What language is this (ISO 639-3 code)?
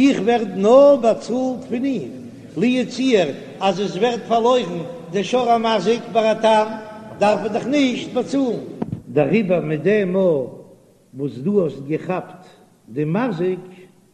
yid